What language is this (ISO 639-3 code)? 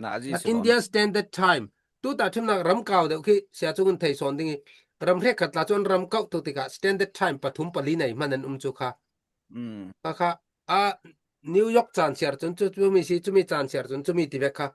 cfm